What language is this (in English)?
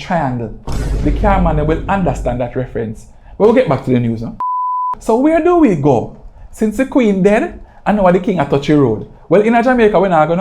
Jamaican Creole English